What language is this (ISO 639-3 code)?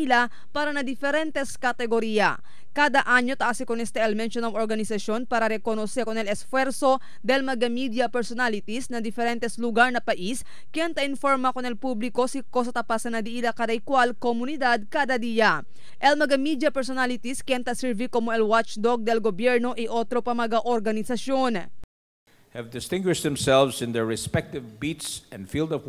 cbk